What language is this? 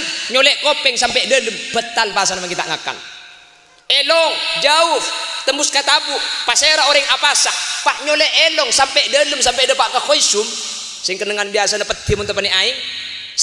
Madurese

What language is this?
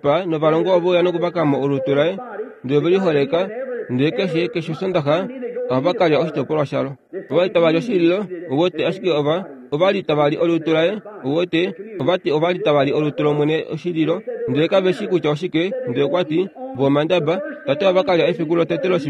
Kuanyama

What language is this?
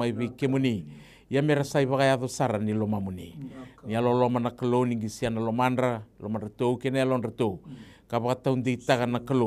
Fijian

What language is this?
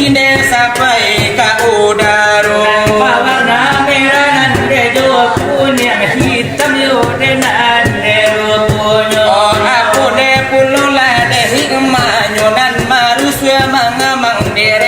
Minangkabau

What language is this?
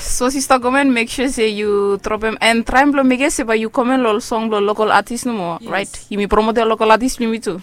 Bislama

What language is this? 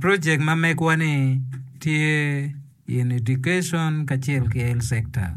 Acoli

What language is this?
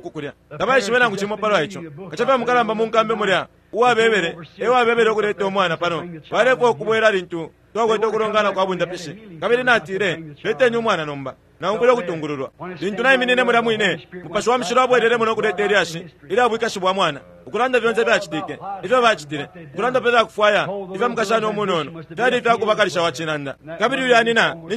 Bemba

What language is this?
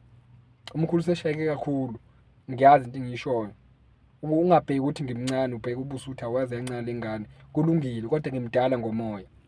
Zulu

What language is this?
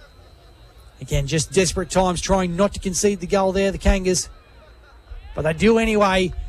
English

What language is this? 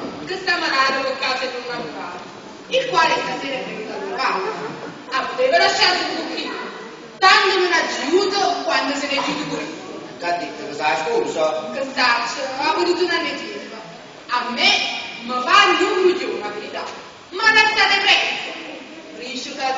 Neapolitan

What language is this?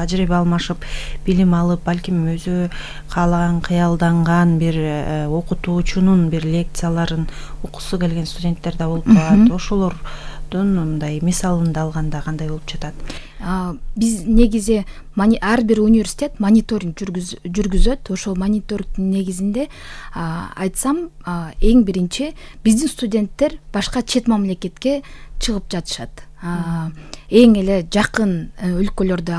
Kyrgyz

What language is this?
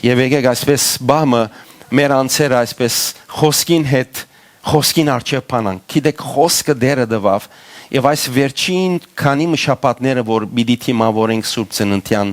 Western Armenian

